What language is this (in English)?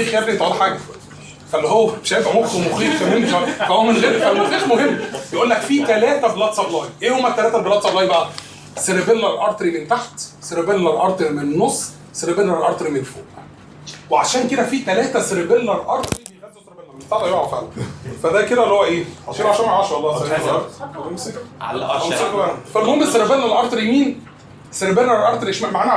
Egyptian Arabic